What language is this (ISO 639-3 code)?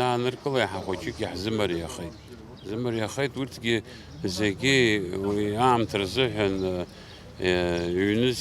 abk